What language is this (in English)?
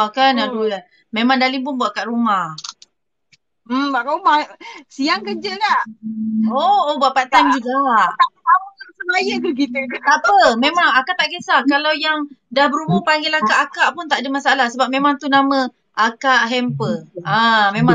Malay